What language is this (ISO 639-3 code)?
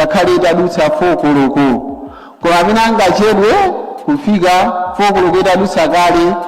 nya